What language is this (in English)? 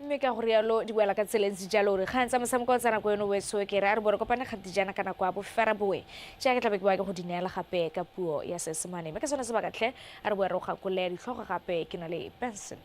Tswana